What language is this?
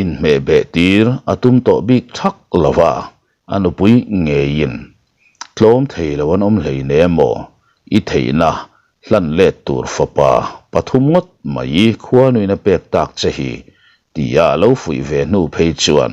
Mizo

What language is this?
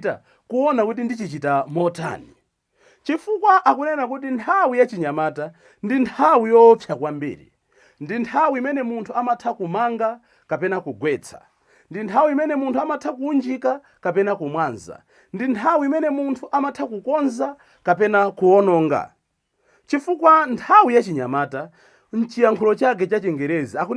Nyanja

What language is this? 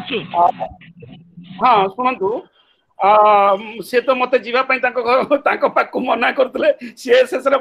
Odia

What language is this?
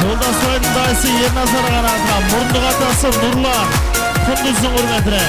Kara-Kalpak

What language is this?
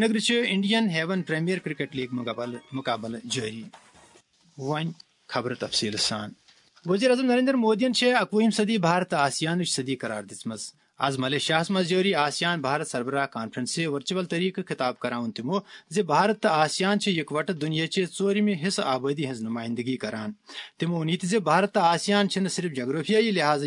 Kashmiri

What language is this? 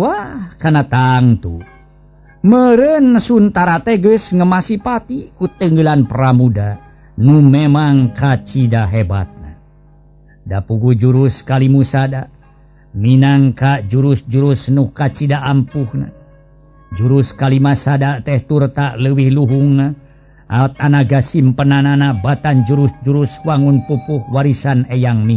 Sundanese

